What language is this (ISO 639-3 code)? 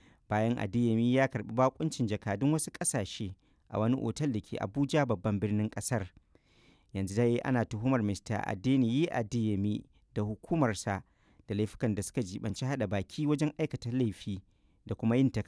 hau